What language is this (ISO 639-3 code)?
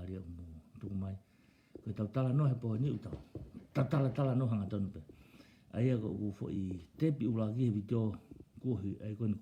ton